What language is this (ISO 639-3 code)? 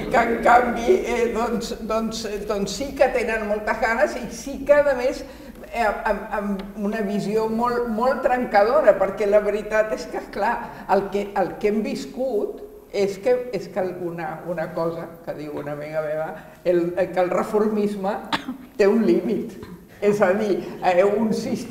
cat